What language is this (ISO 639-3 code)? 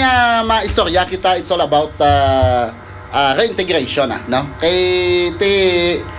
hil